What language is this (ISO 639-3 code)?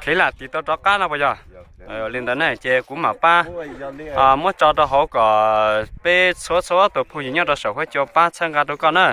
hmn